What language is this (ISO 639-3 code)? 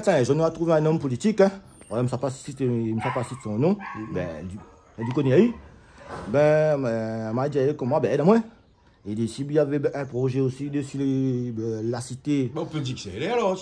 rcf